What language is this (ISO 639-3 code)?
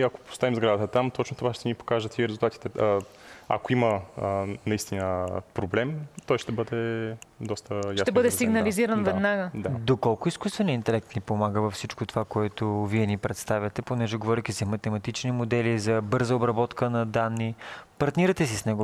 bul